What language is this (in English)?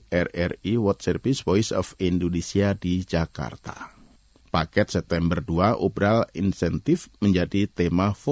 Indonesian